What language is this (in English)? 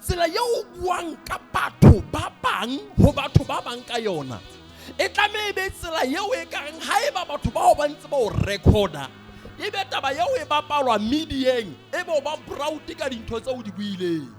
Southern Sotho